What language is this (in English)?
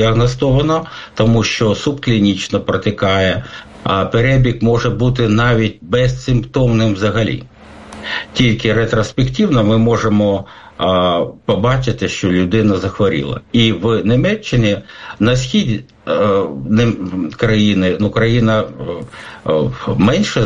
Ukrainian